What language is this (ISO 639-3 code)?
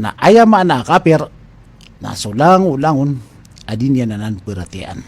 mrw